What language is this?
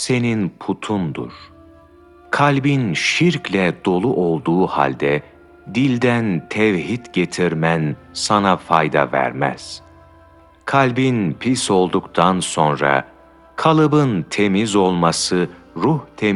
Turkish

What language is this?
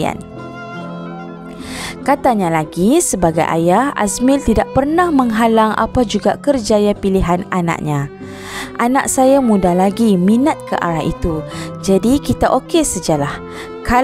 Malay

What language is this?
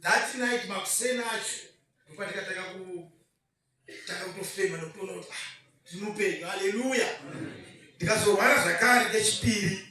Shona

